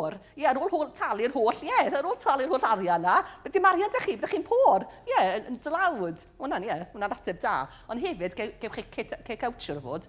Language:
Welsh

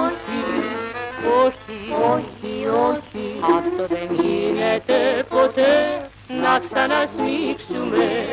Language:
Greek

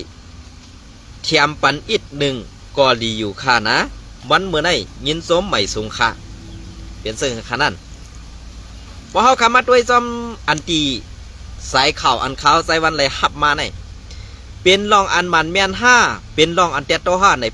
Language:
Shan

